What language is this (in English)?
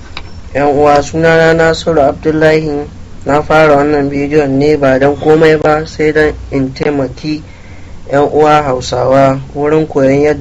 Hausa